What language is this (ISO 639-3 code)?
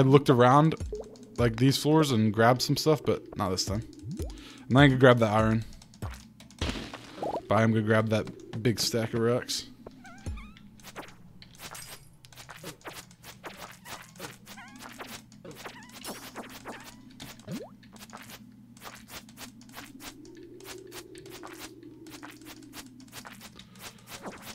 eng